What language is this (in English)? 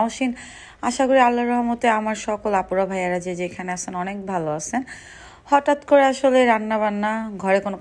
Bangla